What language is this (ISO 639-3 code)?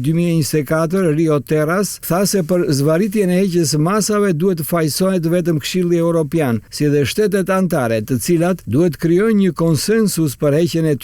sqi